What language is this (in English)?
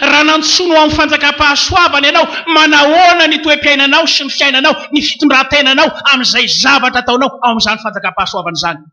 Malagasy